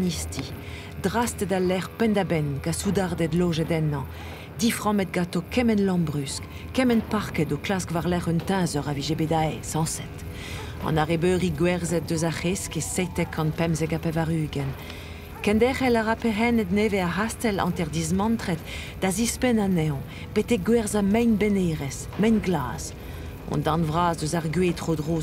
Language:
Breton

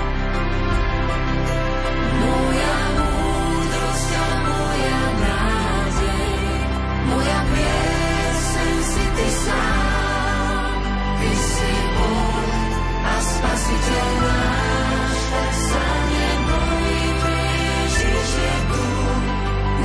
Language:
Slovak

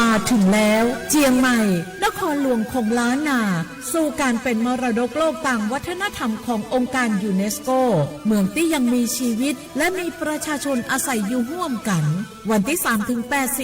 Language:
Akha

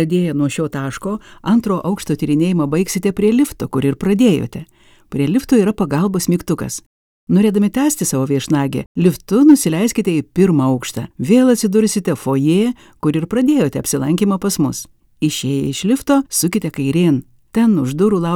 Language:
Lithuanian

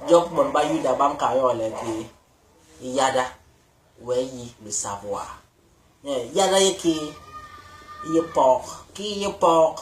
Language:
Basaa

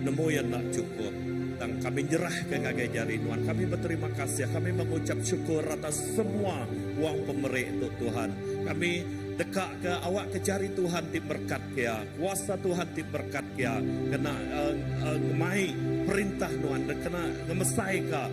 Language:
Iban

